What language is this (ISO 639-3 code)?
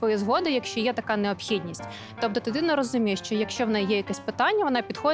ukr